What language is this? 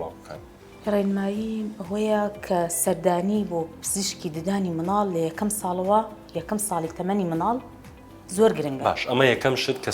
Central Kurdish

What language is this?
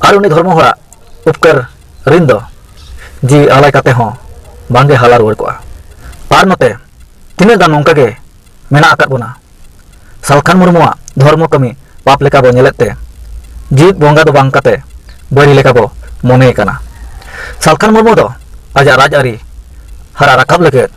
Santali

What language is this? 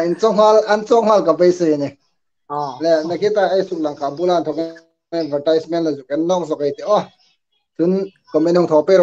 Hmar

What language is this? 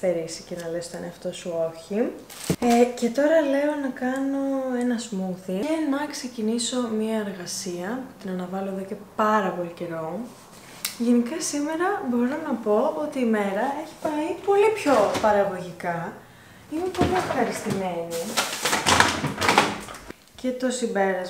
Greek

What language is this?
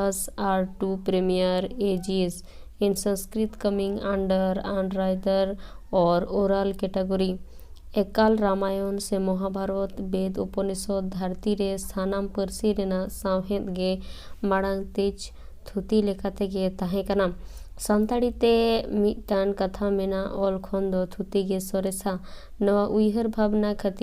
Santali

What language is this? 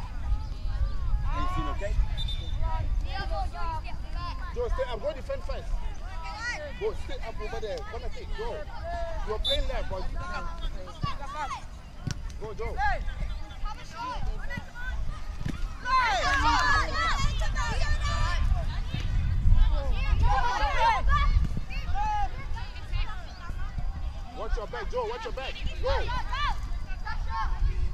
English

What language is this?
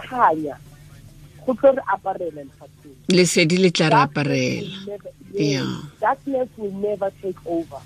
Tswana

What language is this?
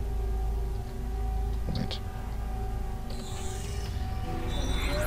German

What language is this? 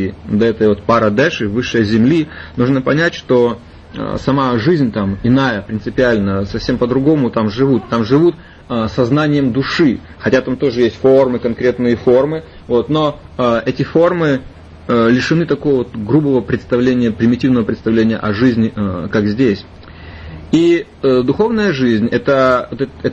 Russian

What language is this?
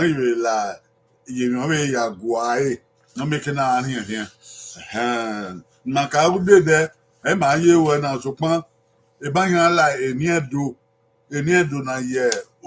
Bini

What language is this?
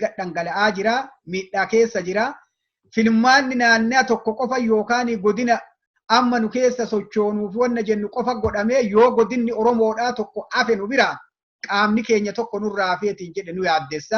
Oromo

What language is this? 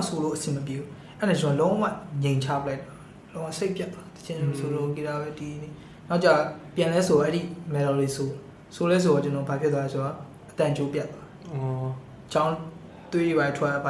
Burmese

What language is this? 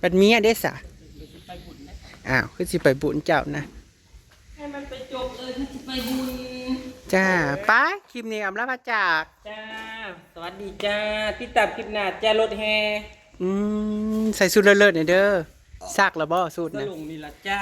Northeastern Thai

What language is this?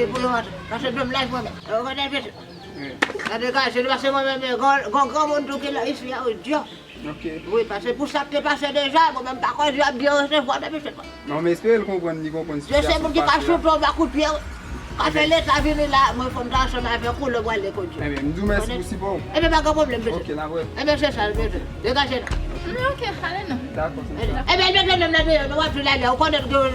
Haitian Creole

